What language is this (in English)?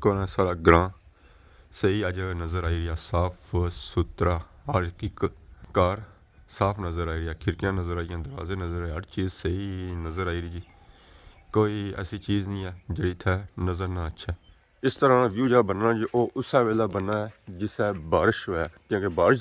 Pahari-Potwari